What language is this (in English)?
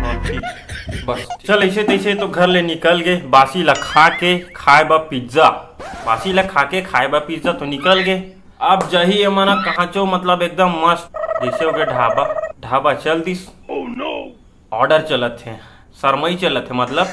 Chhattisgarhi